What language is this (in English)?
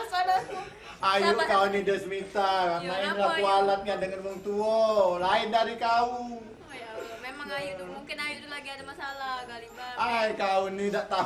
Musi